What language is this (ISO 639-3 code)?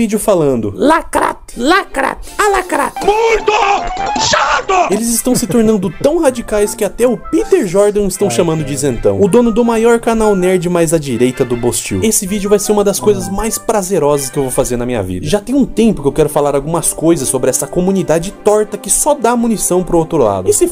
por